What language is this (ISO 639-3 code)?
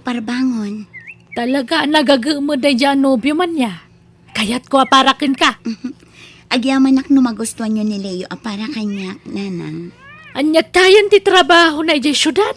ilo